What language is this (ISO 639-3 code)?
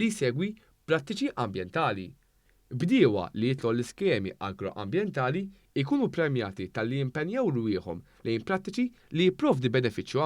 mlt